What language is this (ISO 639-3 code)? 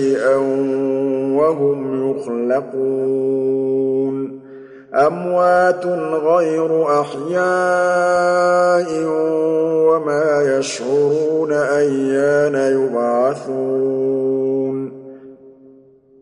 ara